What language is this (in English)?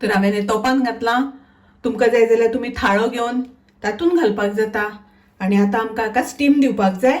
Konkani